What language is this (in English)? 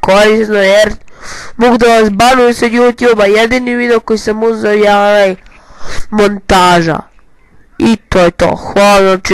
Bosnian